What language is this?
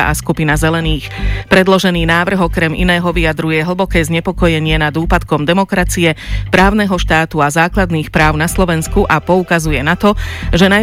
Slovak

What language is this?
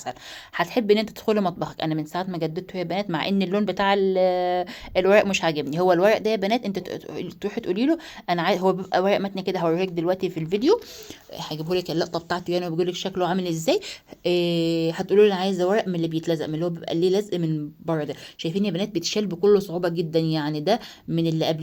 Egyptian Arabic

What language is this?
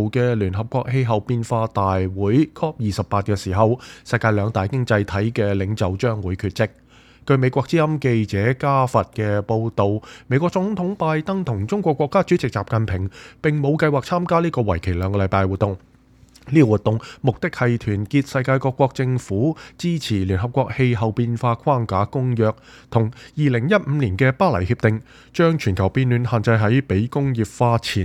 Cantonese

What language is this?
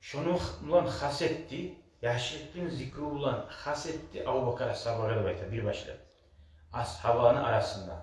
Kumyk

